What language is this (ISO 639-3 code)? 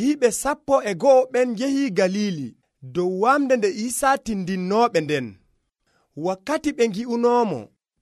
fuv